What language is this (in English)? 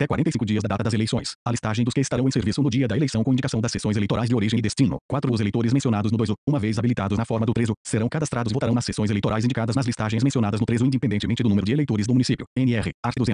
Portuguese